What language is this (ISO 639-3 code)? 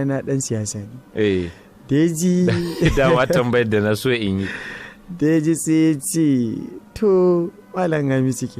hau